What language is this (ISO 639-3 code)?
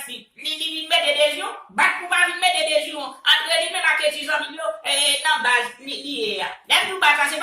hat